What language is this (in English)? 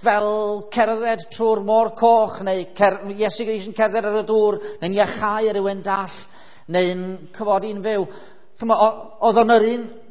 Welsh